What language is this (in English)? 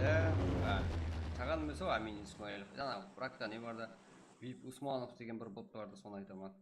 Kara-Kalpak